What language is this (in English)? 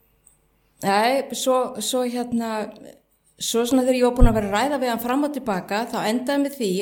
Icelandic